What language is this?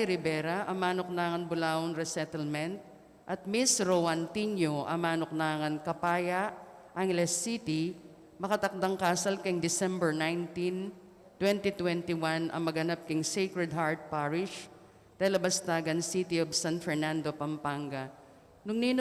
Pampanga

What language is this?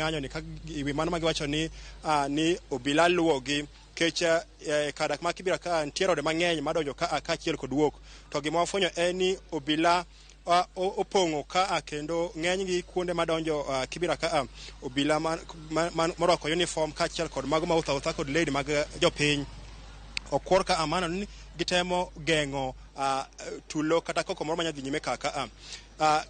Luo (Kenya and Tanzania)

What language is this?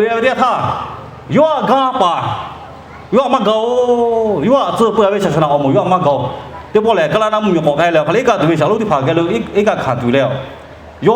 Lahu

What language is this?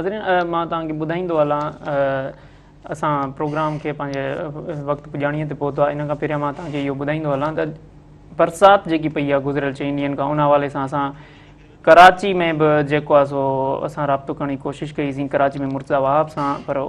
Sindhi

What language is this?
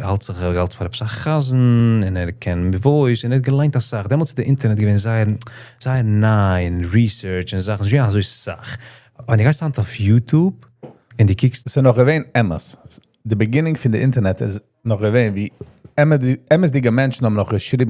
Yiddish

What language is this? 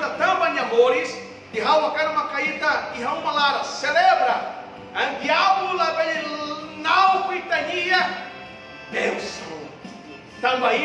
Tetum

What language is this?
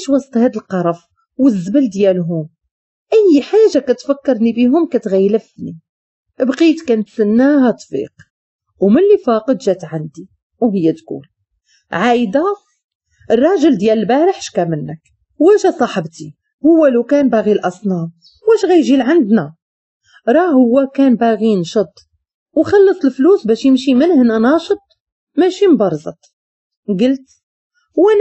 Moroccan Arabic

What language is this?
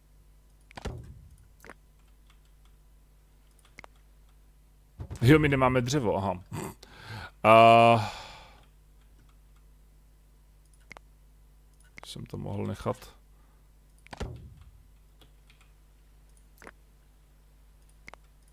Czech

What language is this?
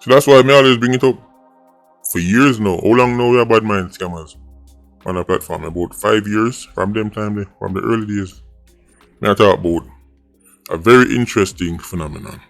Jamaican Creole English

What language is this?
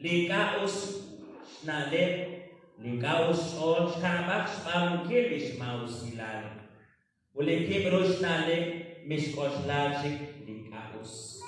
Kekchí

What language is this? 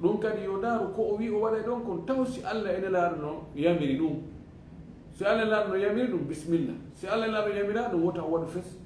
Fula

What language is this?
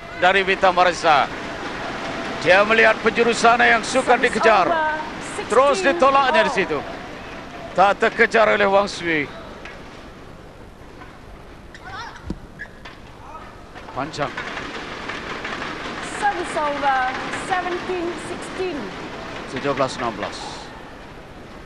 Malay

